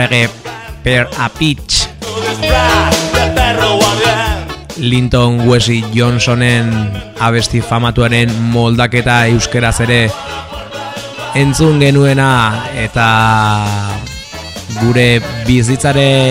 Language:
Basque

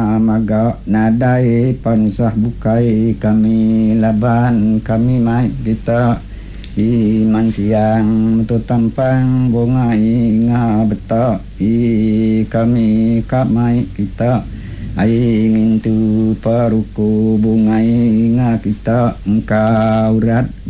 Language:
Iban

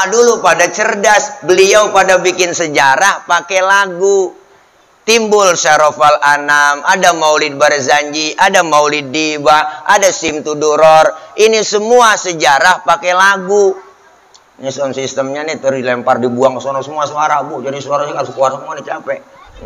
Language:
Betawi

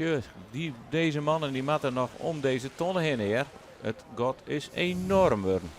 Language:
Western Frisian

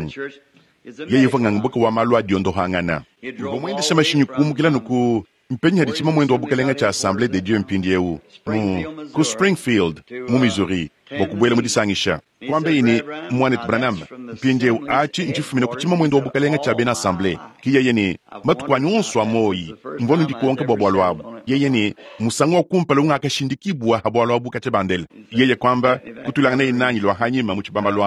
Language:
Luba-Lulua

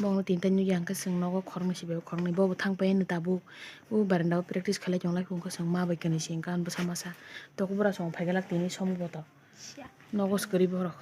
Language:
Kok Borok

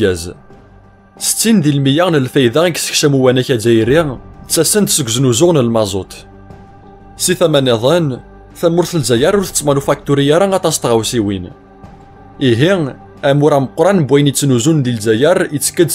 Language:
Kabyle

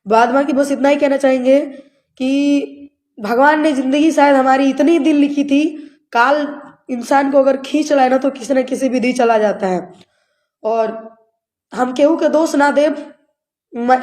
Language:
Bhojpuri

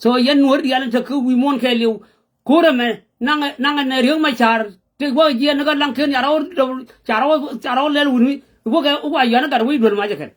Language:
Nuer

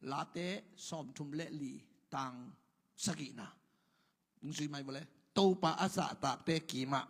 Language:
Tedim Chin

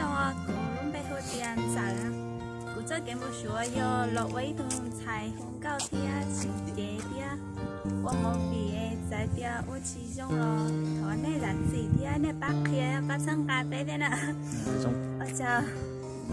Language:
Hmong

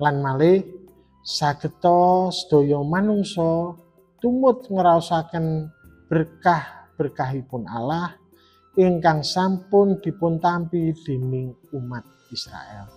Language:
Javanese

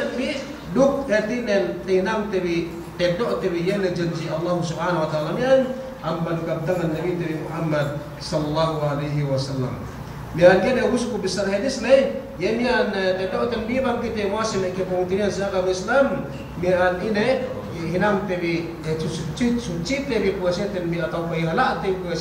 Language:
Yakan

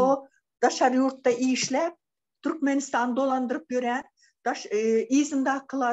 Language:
Turkmen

